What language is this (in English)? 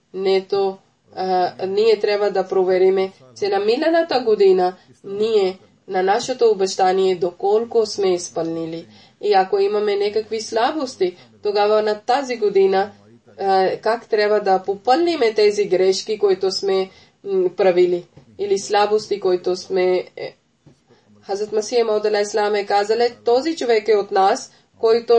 Bulgarian